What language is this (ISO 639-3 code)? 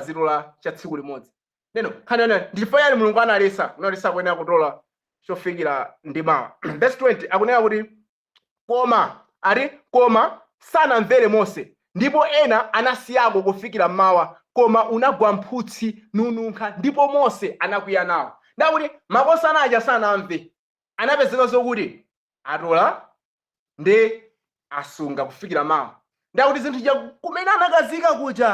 nya